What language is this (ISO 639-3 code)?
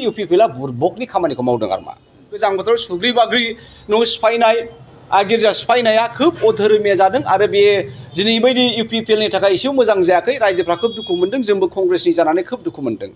brx